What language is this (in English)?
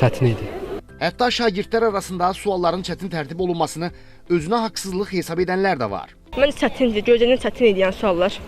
Azerbaijani